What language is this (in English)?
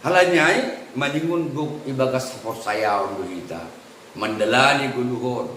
Batak Simalungun